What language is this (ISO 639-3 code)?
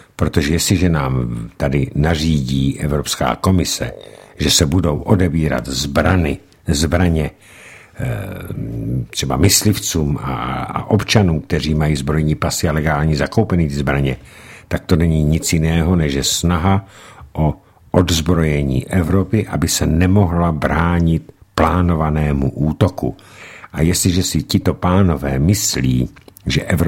ces